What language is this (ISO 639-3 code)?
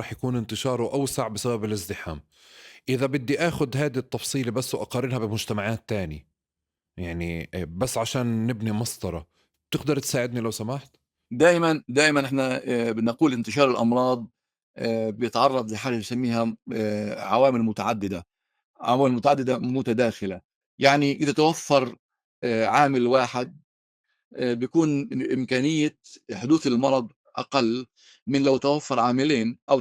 apc